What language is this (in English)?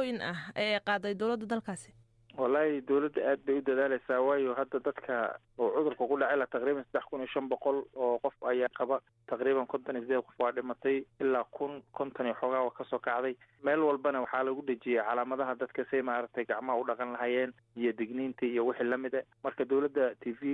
Somali